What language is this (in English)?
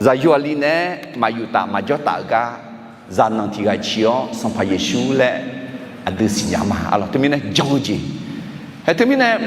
Akha